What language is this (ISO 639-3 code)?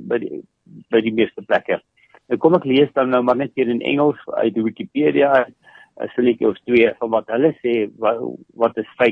afr